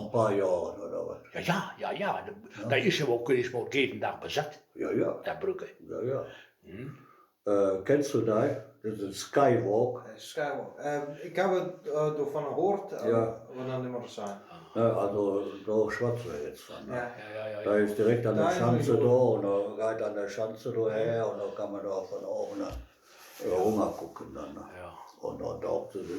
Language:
Westphalien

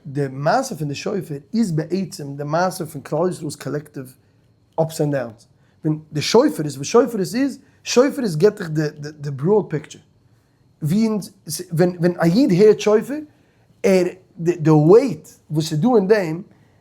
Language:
Yiddish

